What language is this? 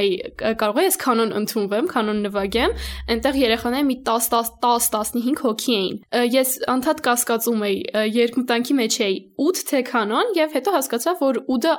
Armenian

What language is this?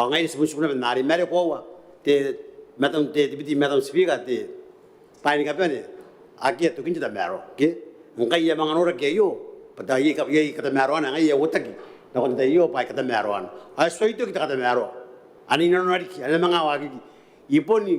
Gilbertese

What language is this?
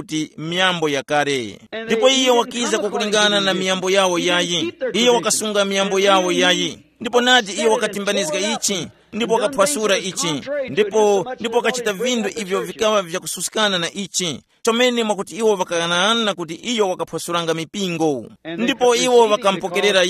Tumbuka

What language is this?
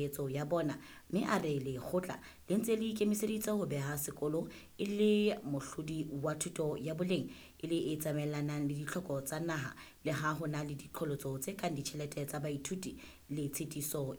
Southern Sotho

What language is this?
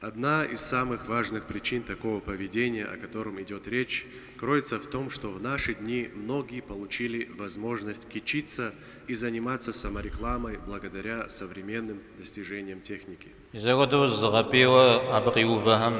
Kabardian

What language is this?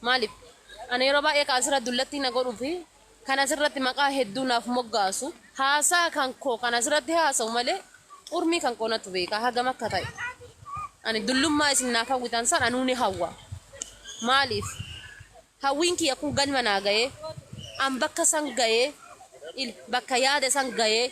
Oromo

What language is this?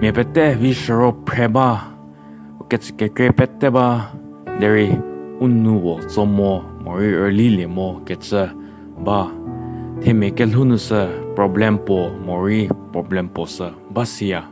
Angami Naga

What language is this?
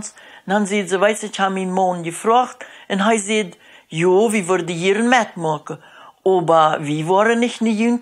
Plautdietsch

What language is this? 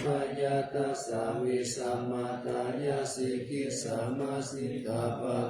Pali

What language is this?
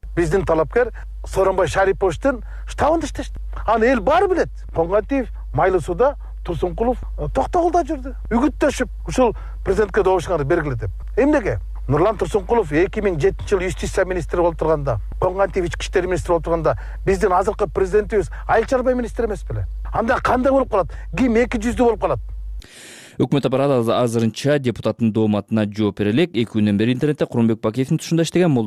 Kyrgyz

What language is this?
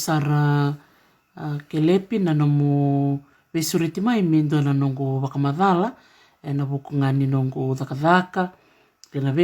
Fijian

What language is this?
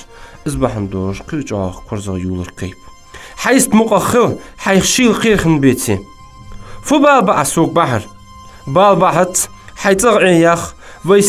Ingush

